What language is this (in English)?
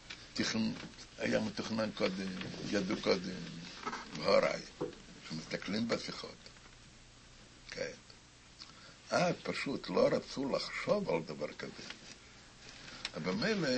Hebrew